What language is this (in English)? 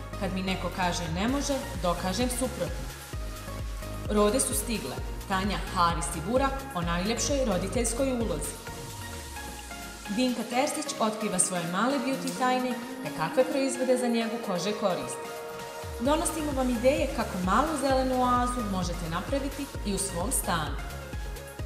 Bosnian